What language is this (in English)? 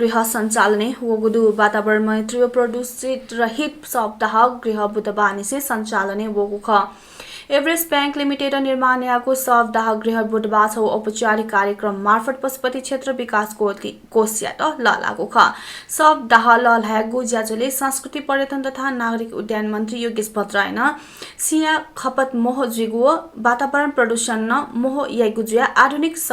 Newari